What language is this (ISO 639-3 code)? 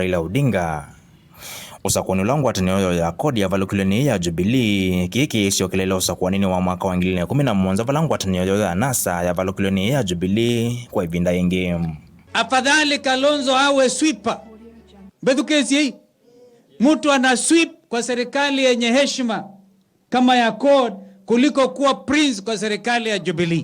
kam